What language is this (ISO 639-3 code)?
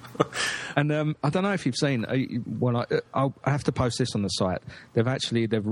eng